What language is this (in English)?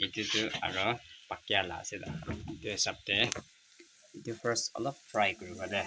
Naga Pidgin